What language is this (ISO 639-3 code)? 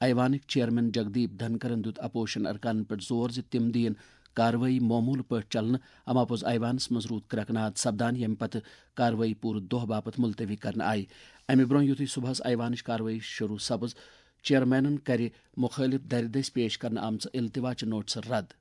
kas